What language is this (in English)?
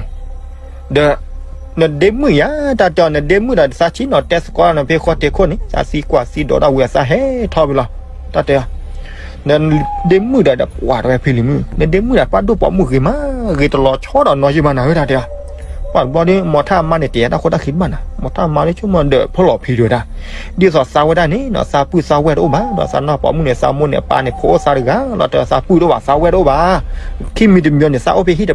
S'gaw Karen